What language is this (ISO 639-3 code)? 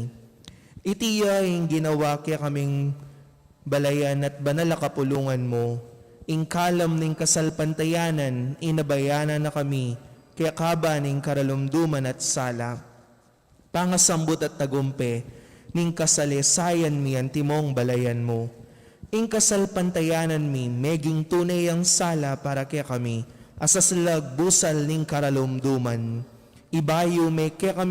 pam